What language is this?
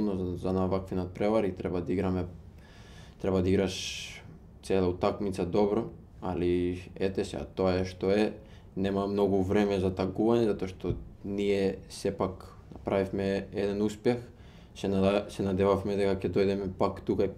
Macedonian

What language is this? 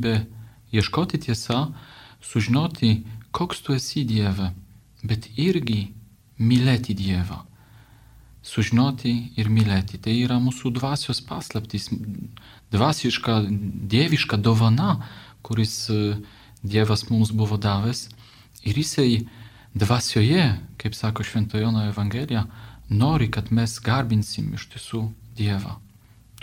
Lithuanian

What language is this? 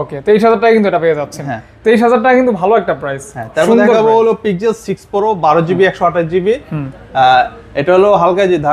Bangla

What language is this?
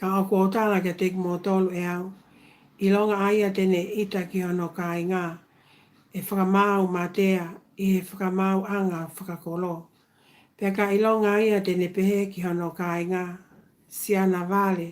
Tongan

